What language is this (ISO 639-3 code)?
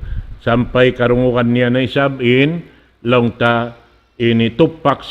tsg